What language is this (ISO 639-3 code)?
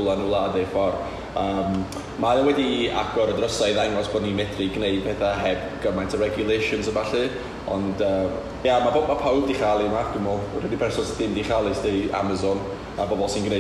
cym